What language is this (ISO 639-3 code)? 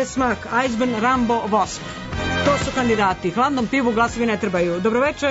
srp